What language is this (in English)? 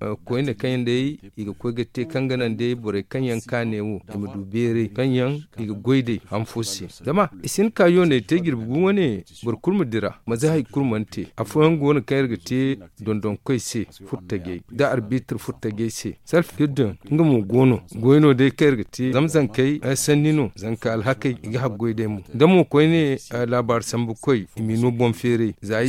Zarma